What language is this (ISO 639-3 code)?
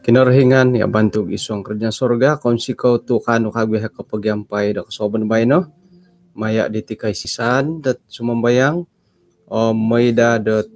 dtp